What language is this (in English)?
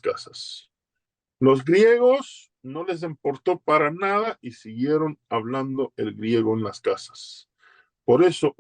Ladino